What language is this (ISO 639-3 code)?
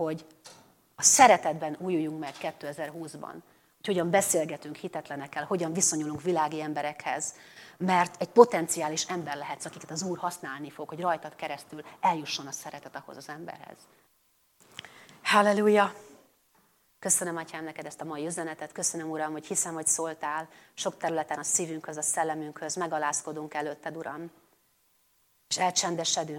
hun